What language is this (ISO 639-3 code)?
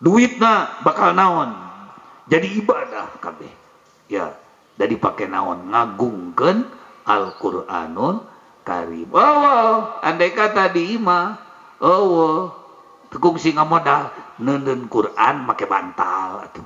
sun